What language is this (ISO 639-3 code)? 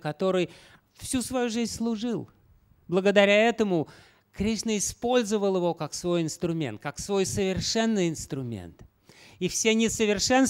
rus